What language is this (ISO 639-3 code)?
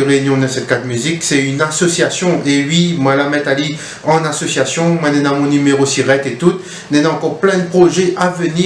rcf